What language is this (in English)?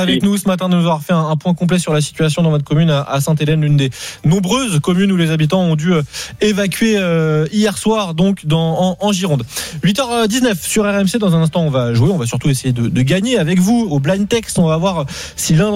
French